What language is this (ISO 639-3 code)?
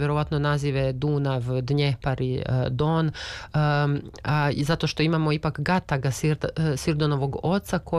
srp